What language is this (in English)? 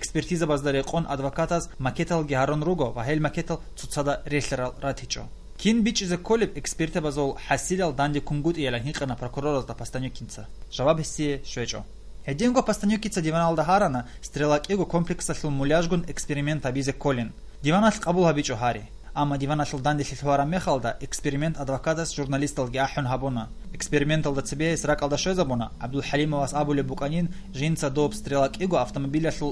Avaric